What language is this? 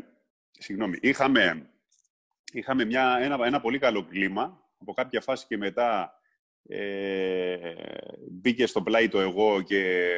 Greek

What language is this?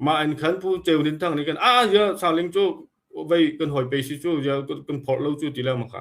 Hakha Chin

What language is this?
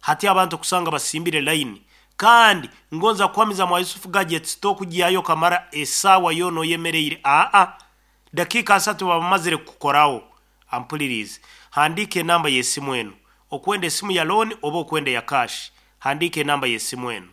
Nyankole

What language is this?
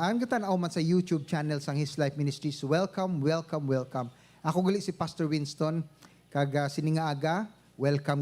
Hiligaynon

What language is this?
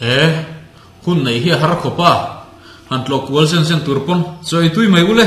Mizo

